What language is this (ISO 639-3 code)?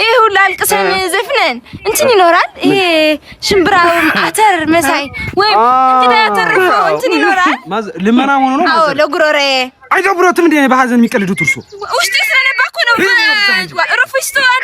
amh